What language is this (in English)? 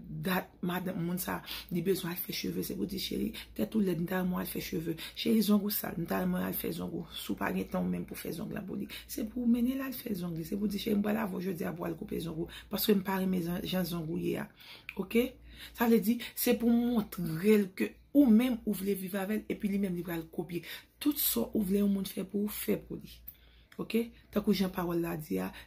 Haitian Creole